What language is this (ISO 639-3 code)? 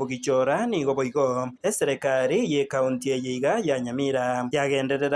guz